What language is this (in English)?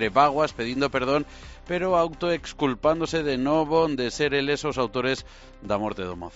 Galician